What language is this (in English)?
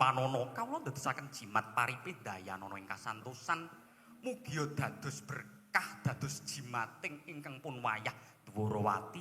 Javanese